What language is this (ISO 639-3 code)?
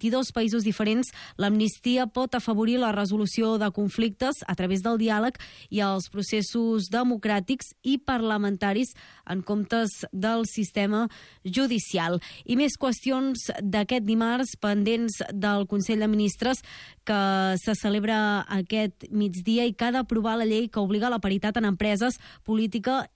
cat